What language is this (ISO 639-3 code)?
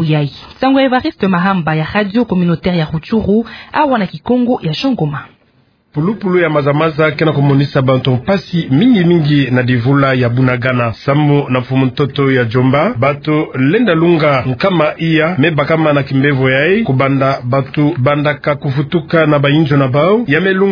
ktu